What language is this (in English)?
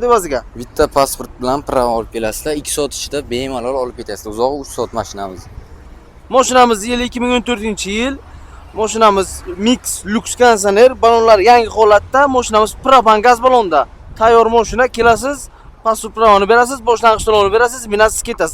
Uzbek